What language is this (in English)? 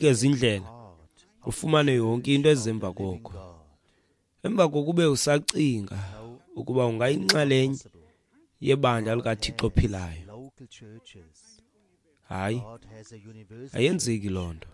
Xhosa